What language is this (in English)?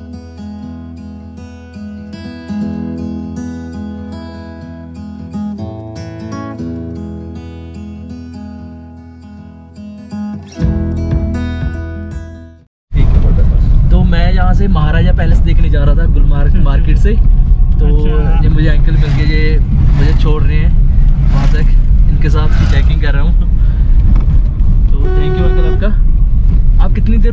Hindi